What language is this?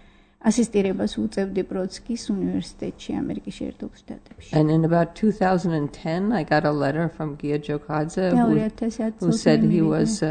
Georgian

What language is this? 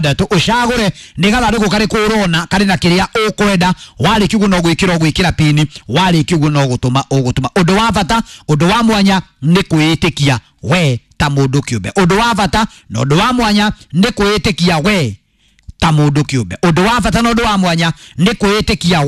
Kikuyu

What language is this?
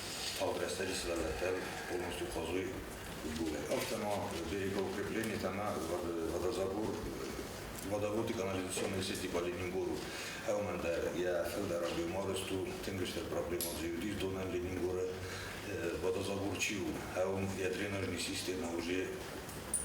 Ossetic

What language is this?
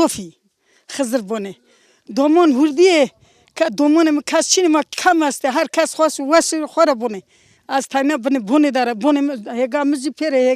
Zaza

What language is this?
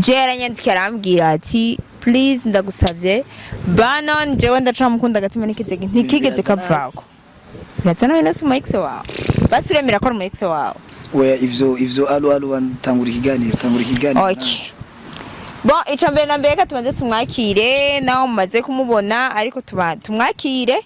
Rundi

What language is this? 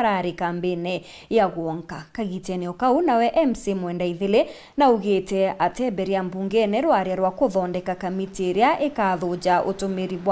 Meru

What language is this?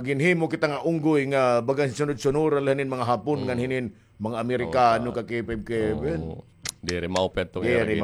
Waray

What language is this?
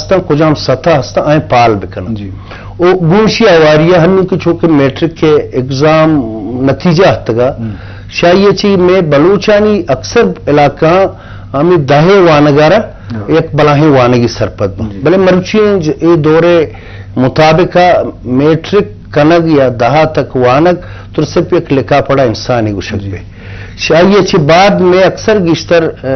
Eastern Balochi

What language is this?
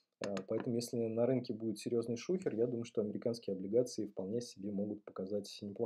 Russian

